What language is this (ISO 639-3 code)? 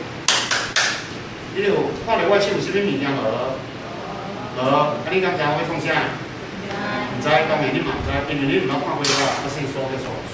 nan